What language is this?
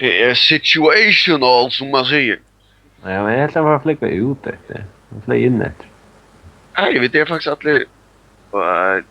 Faroese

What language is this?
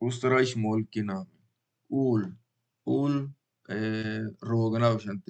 Baluchi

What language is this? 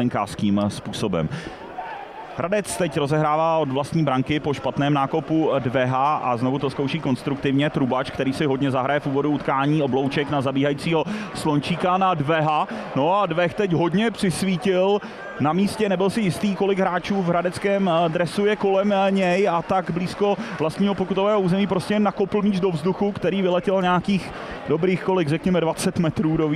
Czech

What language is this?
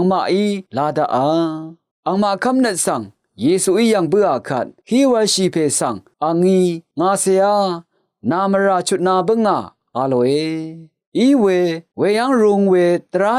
Rawang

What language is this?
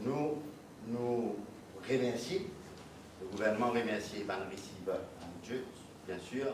Morisyen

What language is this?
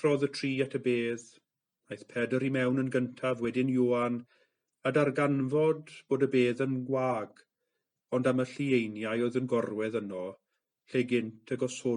Welsh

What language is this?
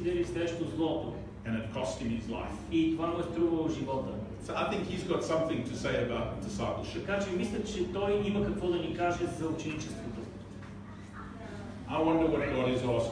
Bulgarian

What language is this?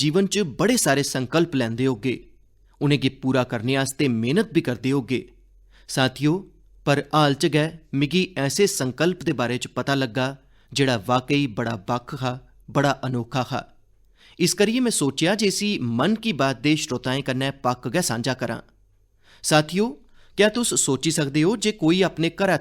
Dogri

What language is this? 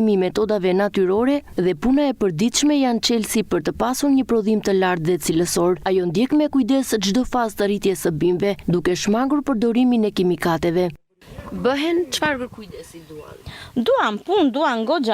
Albanian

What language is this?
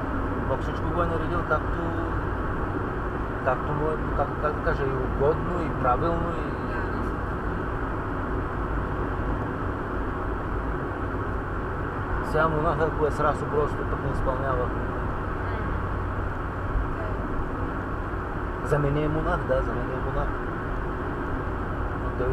Bulgarian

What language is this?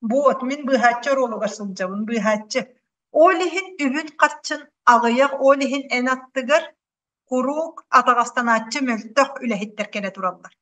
Yakut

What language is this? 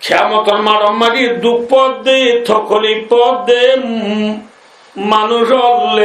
Rohingya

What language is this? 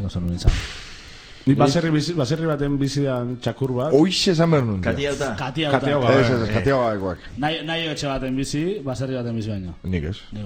Basque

